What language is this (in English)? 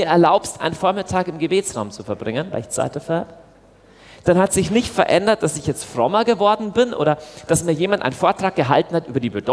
German